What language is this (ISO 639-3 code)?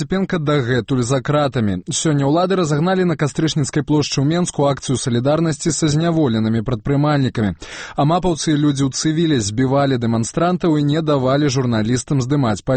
bel